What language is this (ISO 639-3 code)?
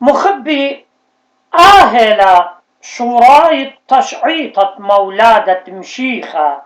aii